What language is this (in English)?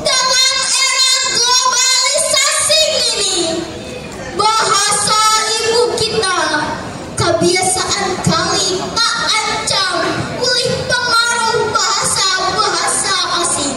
Banjar